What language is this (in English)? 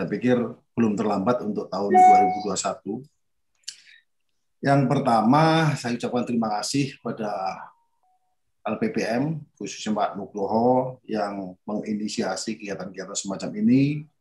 Indonesian